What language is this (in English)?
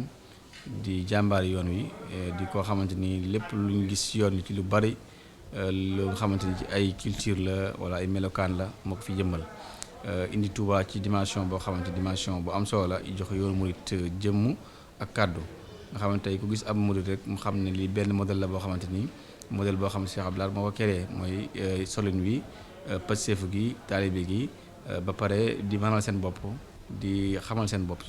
Wolof